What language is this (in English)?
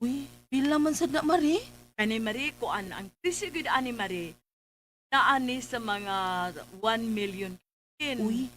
Cebuano